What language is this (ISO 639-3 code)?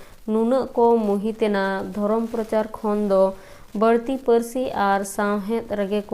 sat